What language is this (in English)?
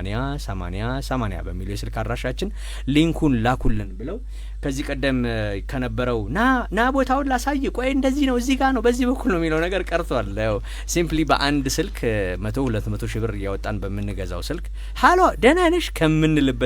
Amharic